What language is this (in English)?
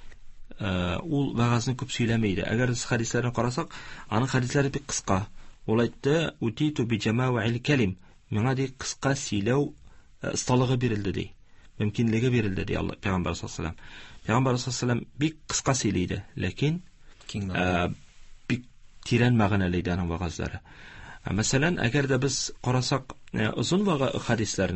Tatar